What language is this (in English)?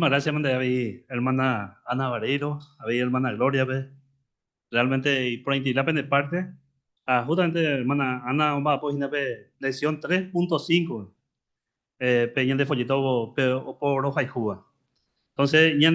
Guarani